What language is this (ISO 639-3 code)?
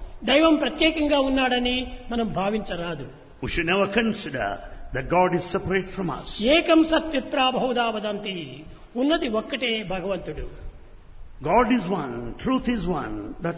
tel